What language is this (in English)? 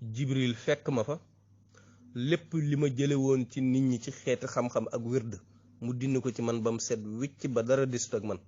Wolof